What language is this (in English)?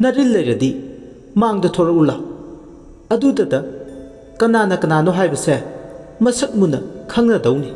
Manipuri